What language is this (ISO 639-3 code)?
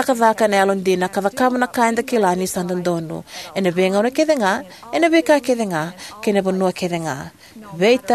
fij